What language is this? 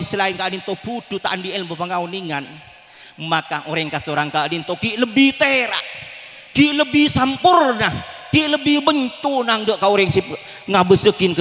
Madurese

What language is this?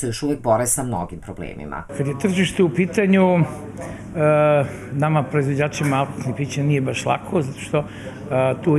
Serbian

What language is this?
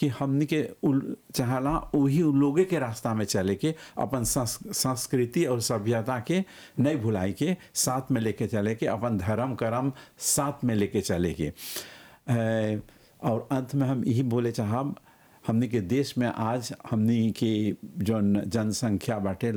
Bhojpuri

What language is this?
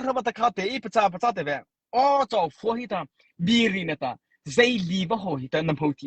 Mara Chin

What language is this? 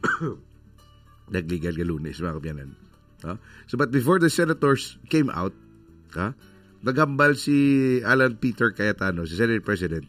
Hiligaynon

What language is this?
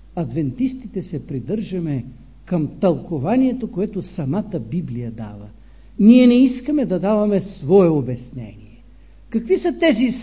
Bulgarian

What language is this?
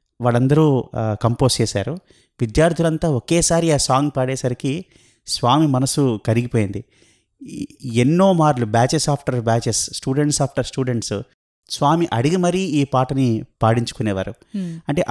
Telugu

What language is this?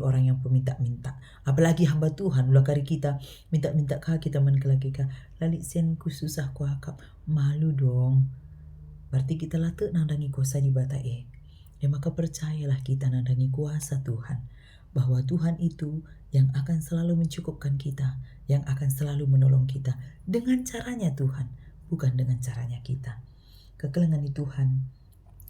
Batak Karo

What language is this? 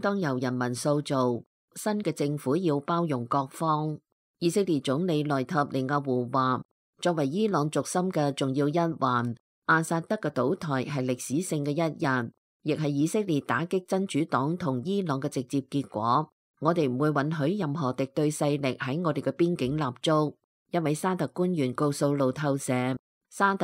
Cantonese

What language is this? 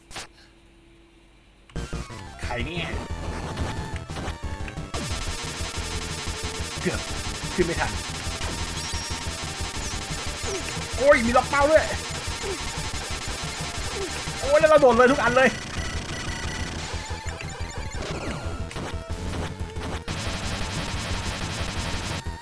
Thai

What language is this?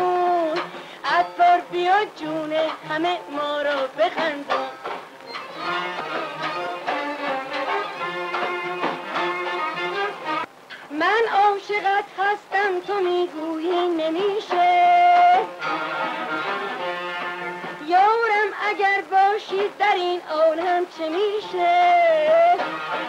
Persian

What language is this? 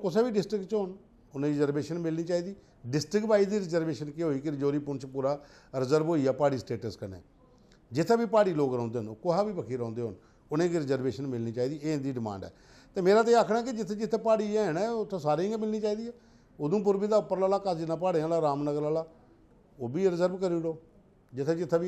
Dogri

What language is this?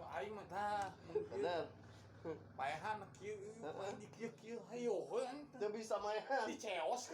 Sundanese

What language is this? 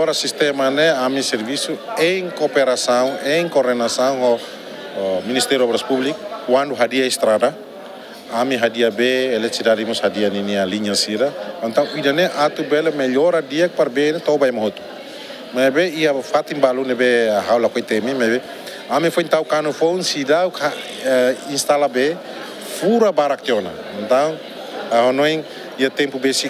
Tetum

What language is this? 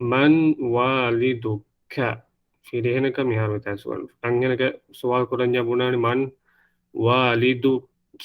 Divehi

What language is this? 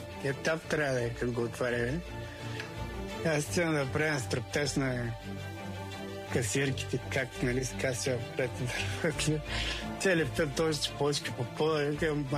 Bulgarian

